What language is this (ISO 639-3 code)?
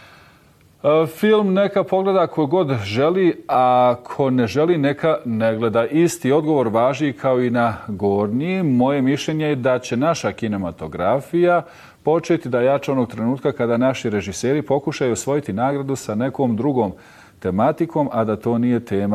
bos